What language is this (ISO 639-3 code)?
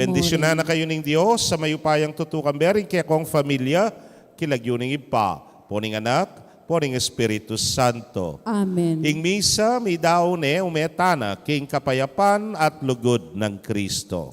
pam